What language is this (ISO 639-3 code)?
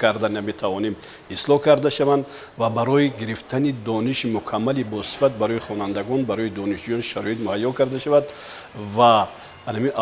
tgk